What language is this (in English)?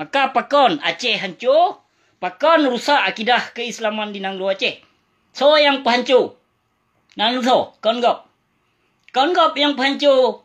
Achinese